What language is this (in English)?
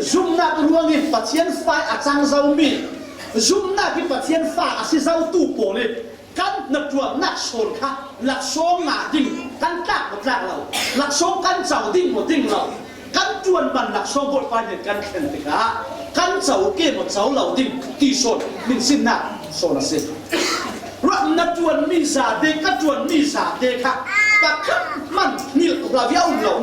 Falam Chin